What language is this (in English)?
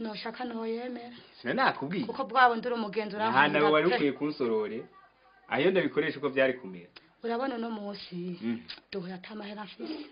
Rundi